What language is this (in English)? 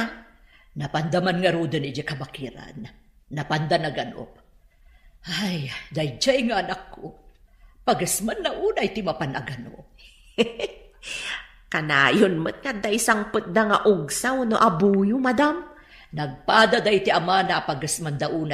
Iloko